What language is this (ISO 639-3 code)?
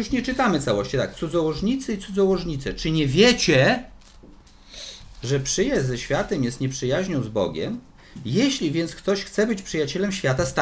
pol